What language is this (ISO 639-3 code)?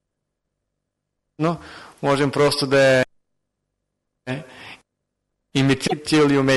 bul